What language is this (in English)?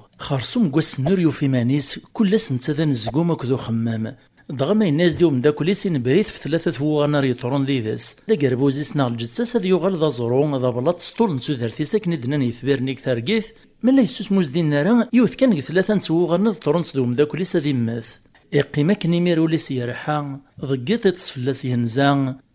Kabyle